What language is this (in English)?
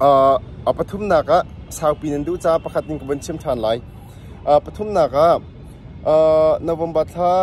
Hakha Chin